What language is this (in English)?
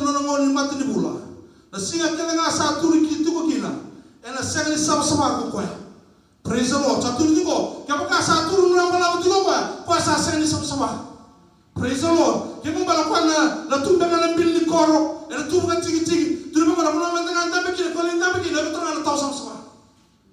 Fijian